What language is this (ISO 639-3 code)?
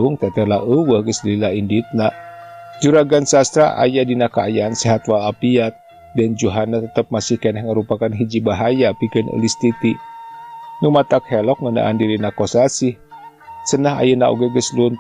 sun